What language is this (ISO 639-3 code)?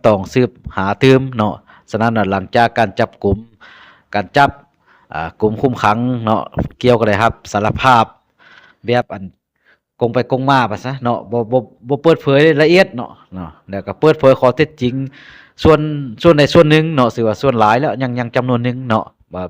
lao